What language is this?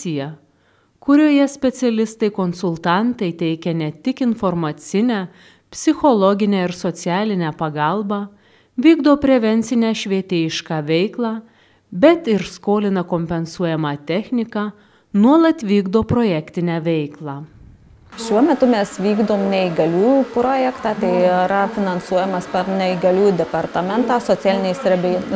Lithuanian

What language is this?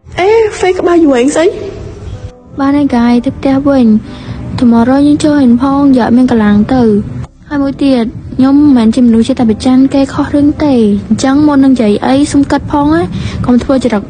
Khmer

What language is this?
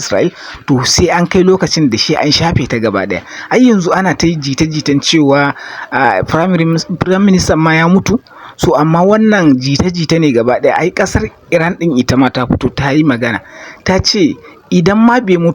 Hausa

